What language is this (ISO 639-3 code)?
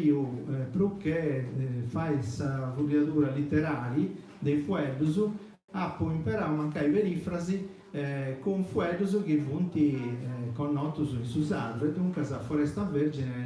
srd